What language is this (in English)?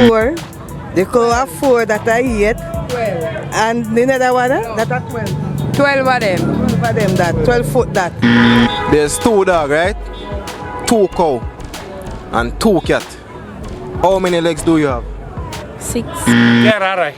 Jamaican Creole English